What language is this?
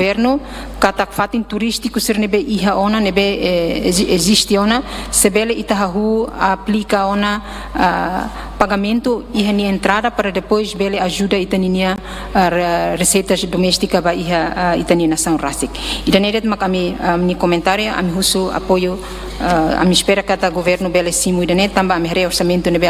Tetum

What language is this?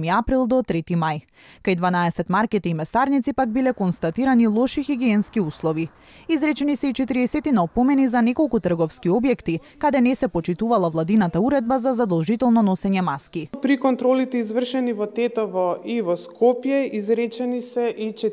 Macedonian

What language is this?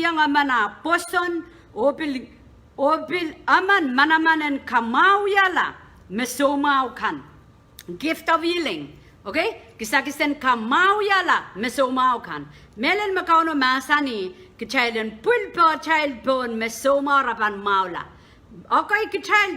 Pohnpeian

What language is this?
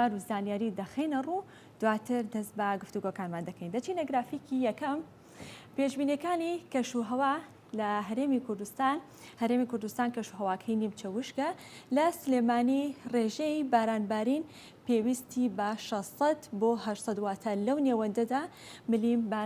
Central Kurdish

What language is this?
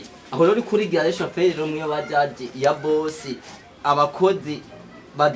Rundi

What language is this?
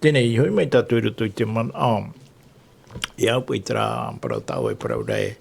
Tahitian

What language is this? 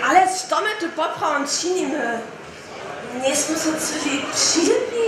Upper Sorbian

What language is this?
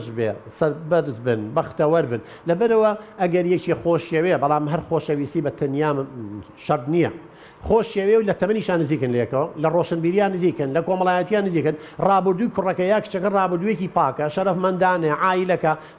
Central Kurdish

